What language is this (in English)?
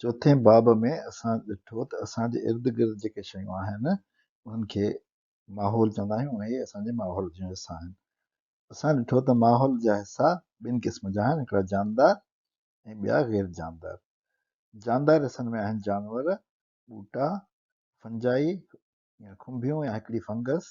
Sindhi